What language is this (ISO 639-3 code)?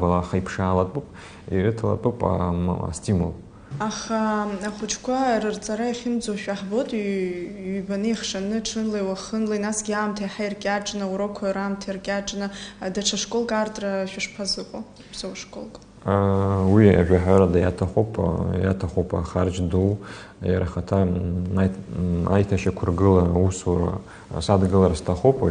abk